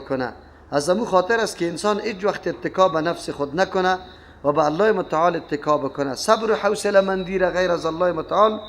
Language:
Persian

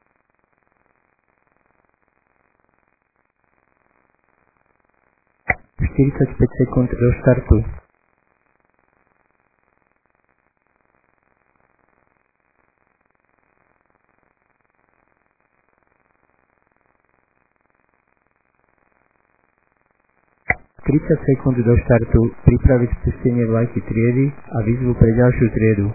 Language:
Slovak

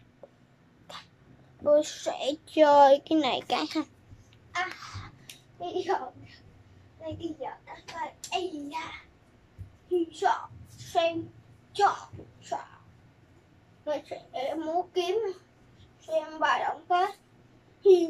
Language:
Vietnamese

